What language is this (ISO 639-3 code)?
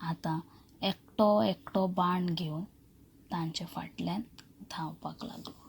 kok